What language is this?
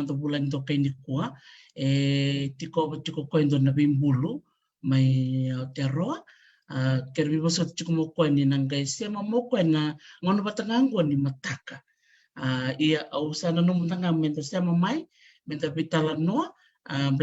Fijian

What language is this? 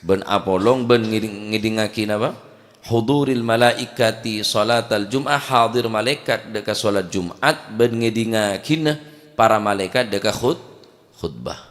Madurese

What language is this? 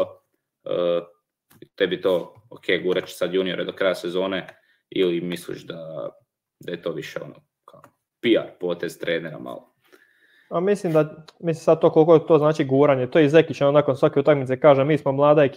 Croatian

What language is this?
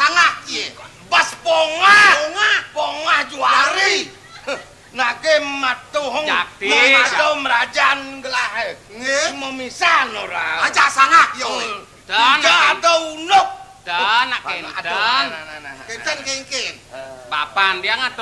Balinese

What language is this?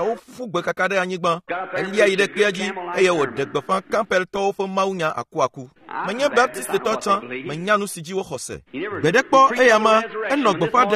Ewe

